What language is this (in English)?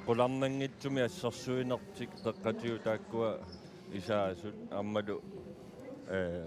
Kalaallisut